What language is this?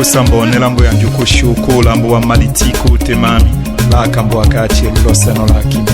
Tetela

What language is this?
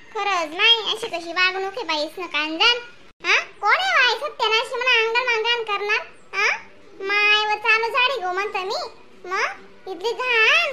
Khandesi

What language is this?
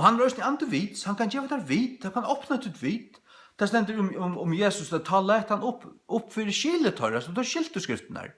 Faroese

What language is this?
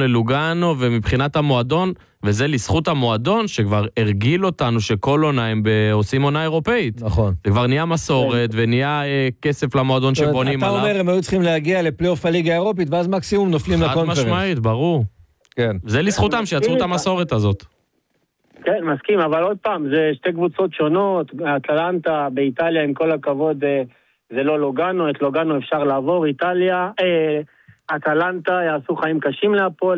Hebrew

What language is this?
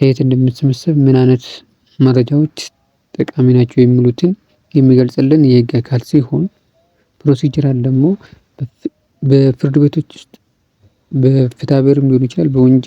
Amharic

